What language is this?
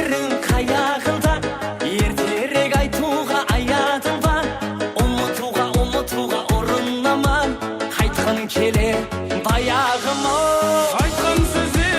Kara-Kalpak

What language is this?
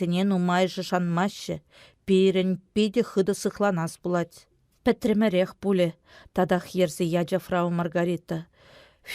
Chuvash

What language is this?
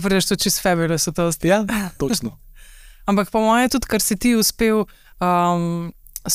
Slovenian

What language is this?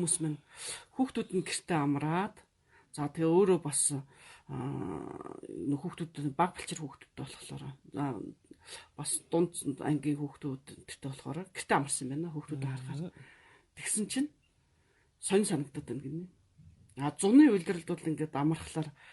Mongolian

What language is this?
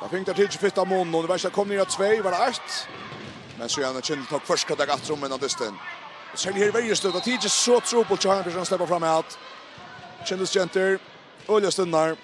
Faroese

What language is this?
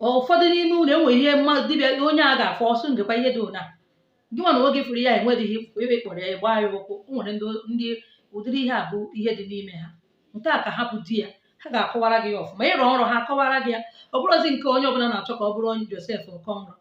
Igbo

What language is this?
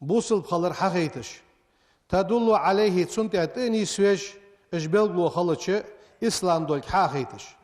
Ingush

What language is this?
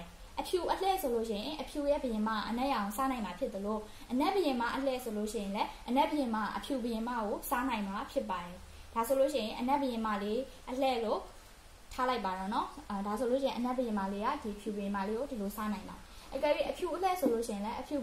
Burmese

